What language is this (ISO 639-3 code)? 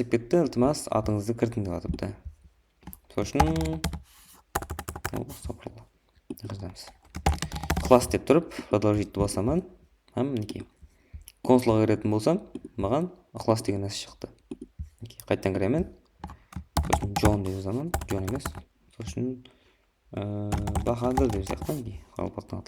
kaa